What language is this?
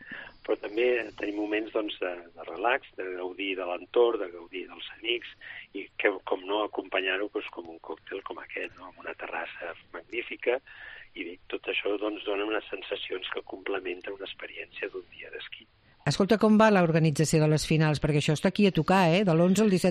Catalan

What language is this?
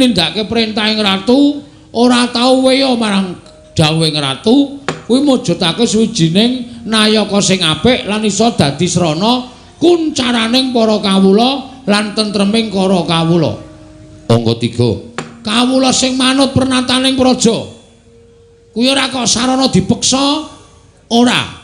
Javanese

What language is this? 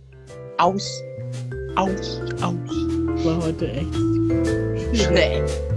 German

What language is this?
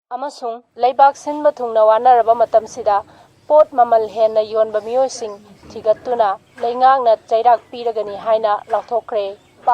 Manipuri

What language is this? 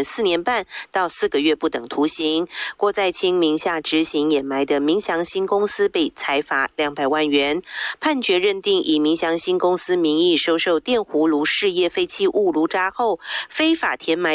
Chinese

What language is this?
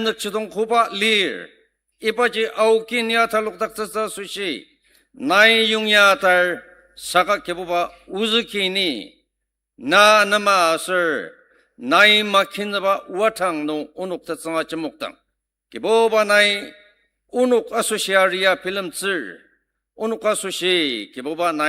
Ao Naga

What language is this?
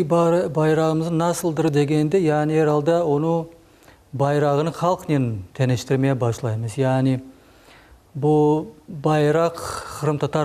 Crimean Tatar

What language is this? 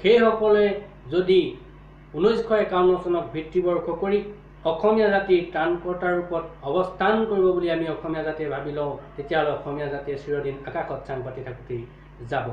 Assamese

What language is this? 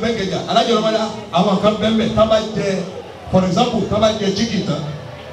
Yoruba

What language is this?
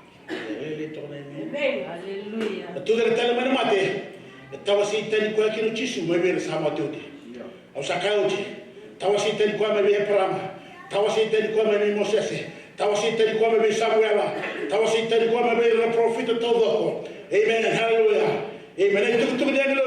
Fijian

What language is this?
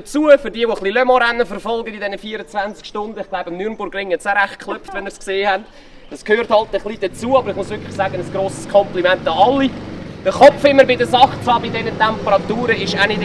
Swiss German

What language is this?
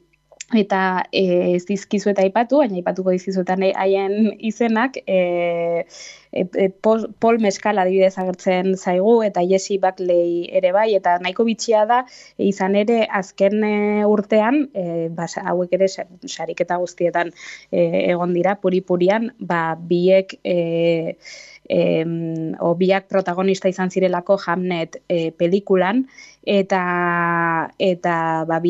Basque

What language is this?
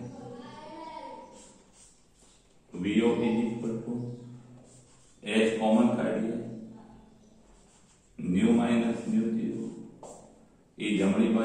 Gujarati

